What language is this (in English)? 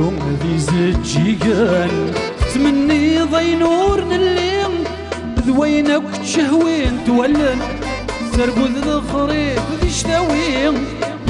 Kabyle